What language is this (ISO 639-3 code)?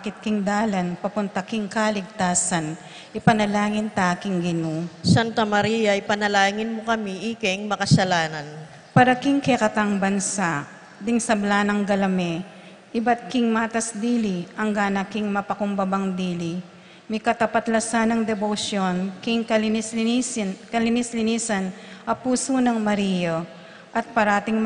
pam